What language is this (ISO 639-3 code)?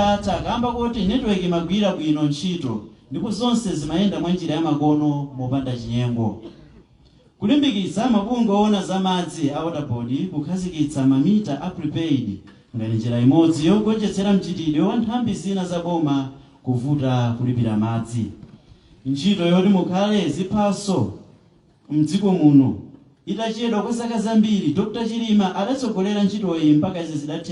nya